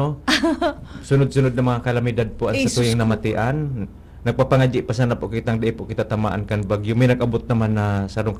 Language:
Bikol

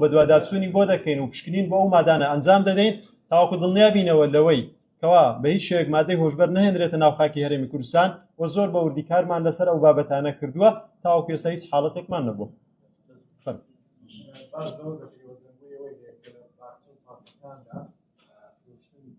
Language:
Central Kurdish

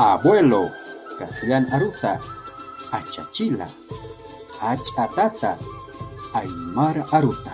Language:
Aymara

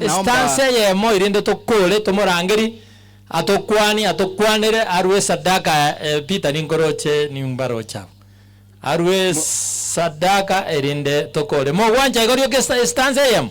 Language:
Gusii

